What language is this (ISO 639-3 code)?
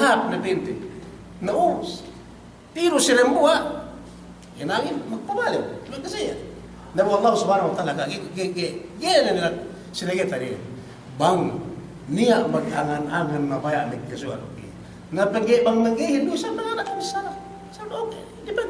yka